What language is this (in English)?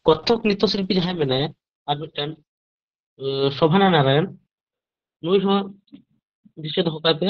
Santali